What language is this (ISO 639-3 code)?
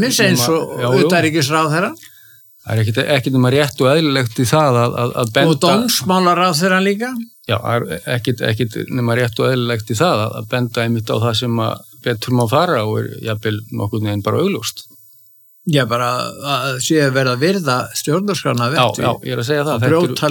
isl